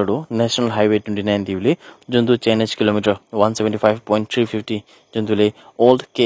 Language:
Naga Pidgin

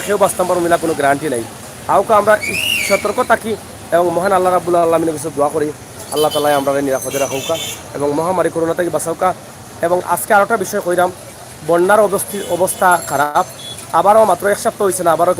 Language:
Sylheti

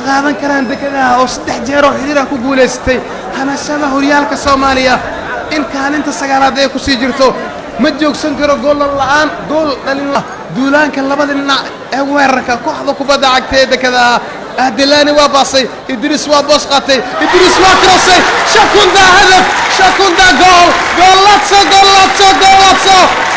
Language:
Somali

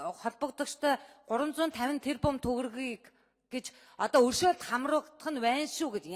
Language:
Mongolian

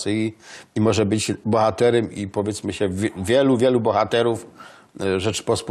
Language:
Silesian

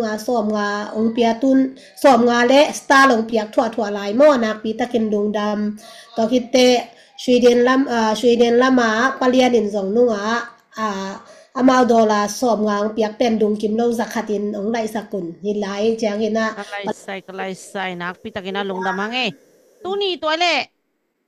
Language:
Tedim Chin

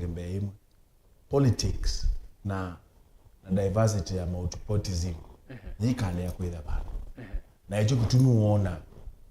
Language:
Kamba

